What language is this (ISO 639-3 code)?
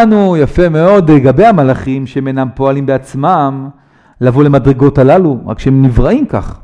heb